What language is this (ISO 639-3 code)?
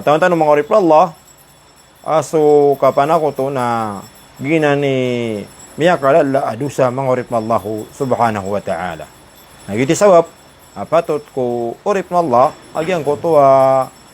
mrw